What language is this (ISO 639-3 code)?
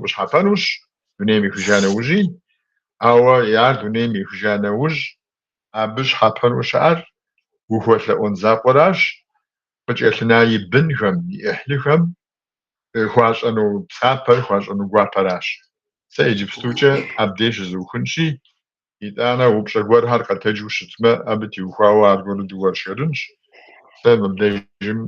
kbd